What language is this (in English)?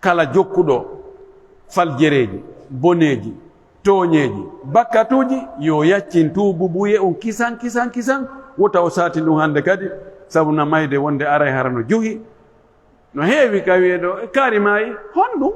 Pular